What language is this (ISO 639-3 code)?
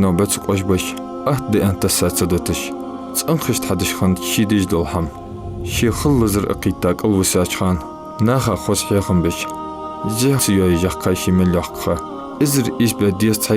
inh